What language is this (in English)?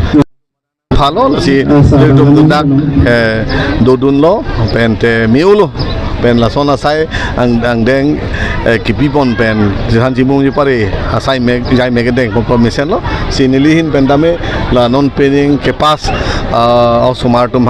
Karbi